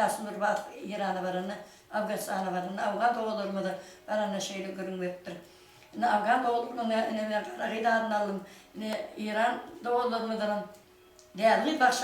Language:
Turkmen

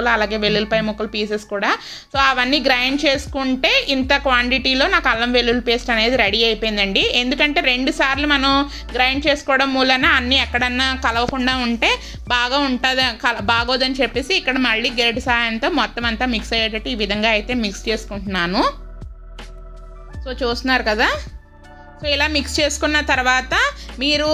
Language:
Telugu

